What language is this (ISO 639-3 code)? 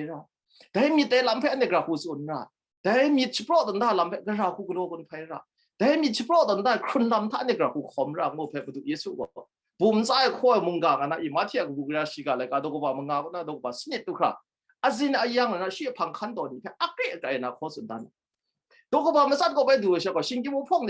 kac